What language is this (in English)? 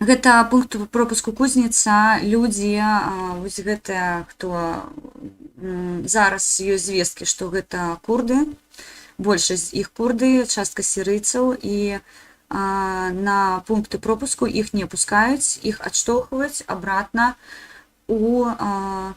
Belarusian